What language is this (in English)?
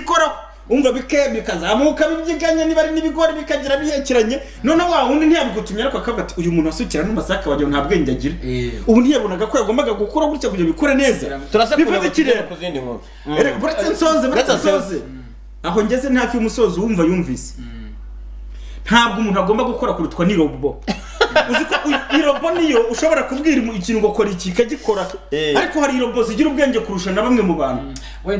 Kinyarwanda